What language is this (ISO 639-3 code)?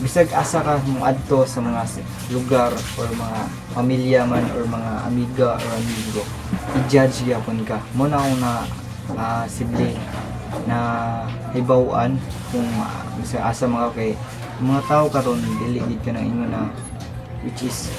ceb